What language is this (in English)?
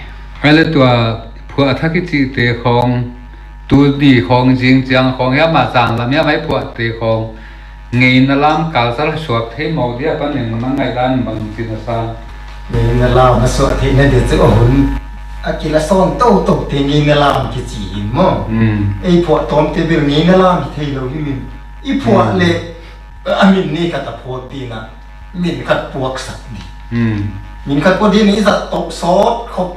Paite Chin